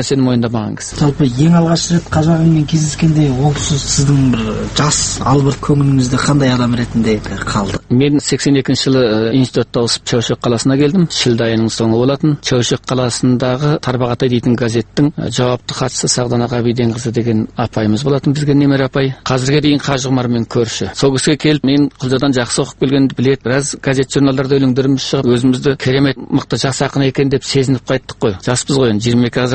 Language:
Kazakh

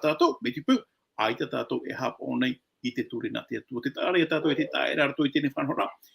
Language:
Tahitian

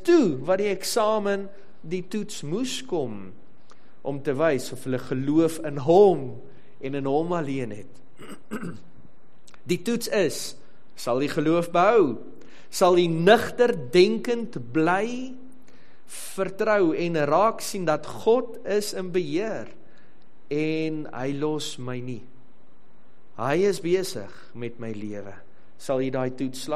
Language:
Afrikaans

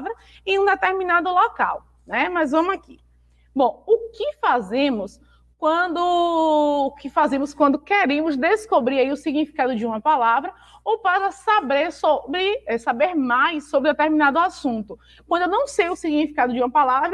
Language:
Portuguese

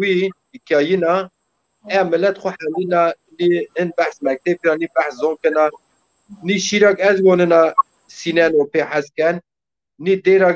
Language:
Zaza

